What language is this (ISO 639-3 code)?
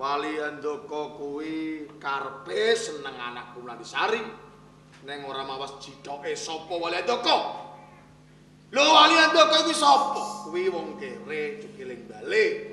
jav